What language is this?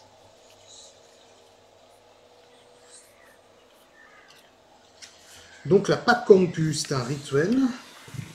French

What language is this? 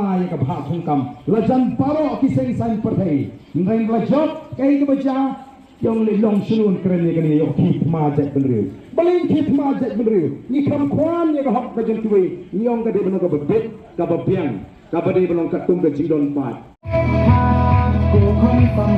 Khasi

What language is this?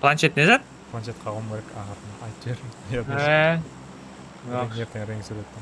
Kara-Kalpak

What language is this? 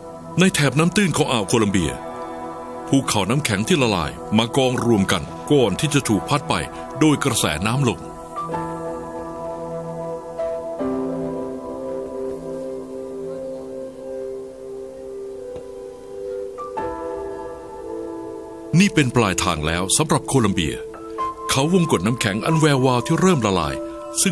Thai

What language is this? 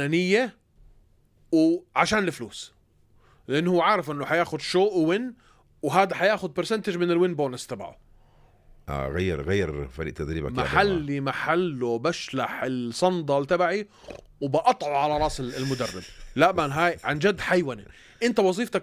North Levantine Arabic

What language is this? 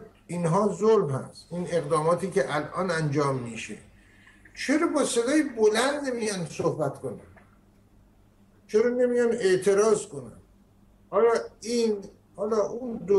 Persian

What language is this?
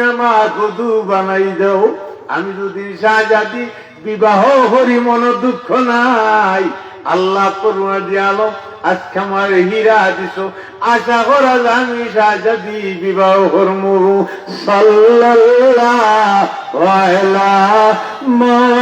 Sylheti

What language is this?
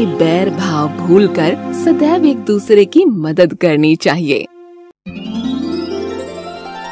Hindi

